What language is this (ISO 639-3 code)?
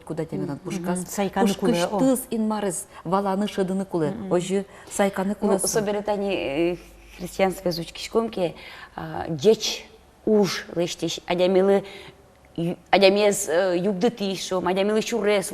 udm